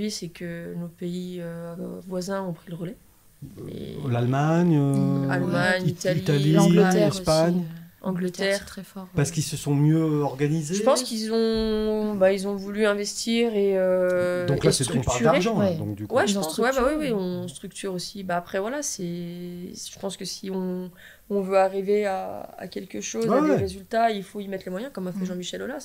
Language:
French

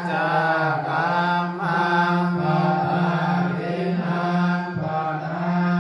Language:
Pali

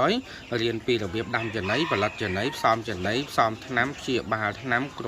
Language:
Khmer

